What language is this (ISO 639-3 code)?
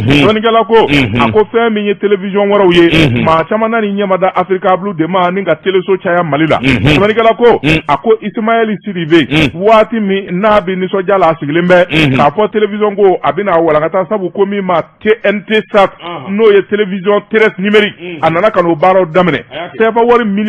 bam